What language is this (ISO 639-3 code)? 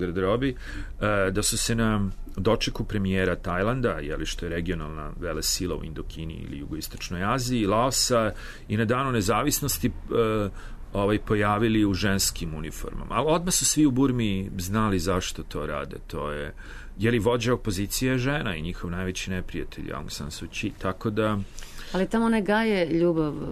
srp